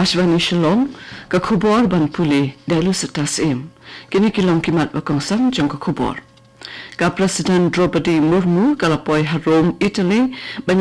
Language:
Khasi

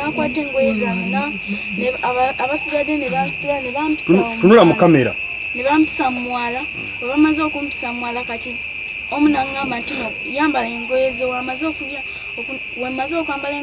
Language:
Ganda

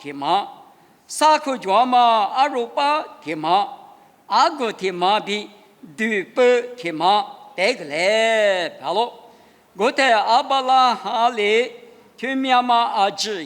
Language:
Lisu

